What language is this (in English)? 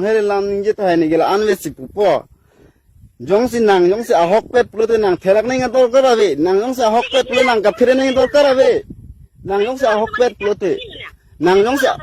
Karbi